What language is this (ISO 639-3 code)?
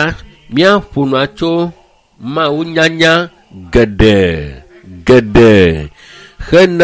ewe